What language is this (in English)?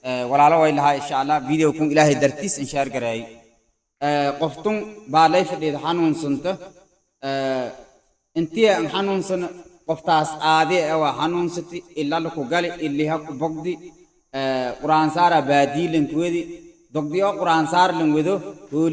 Somali